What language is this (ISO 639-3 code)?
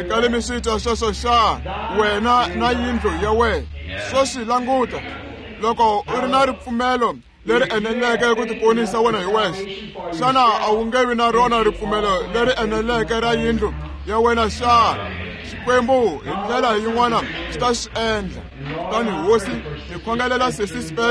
tso